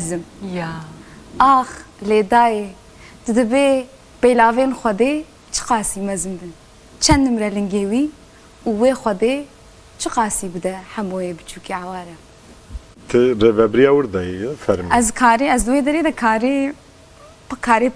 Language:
Kurdish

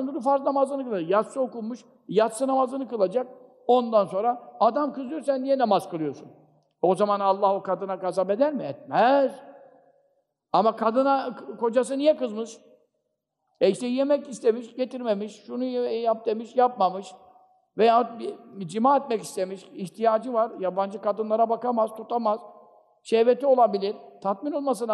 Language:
Turkish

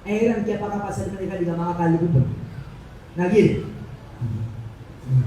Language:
Maranao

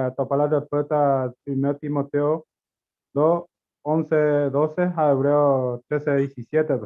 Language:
Guarani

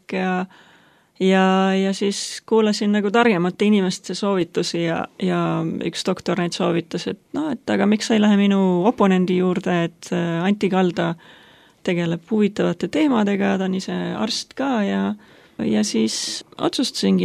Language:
Estonian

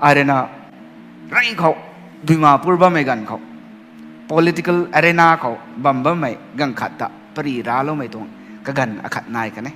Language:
Rongmei Naga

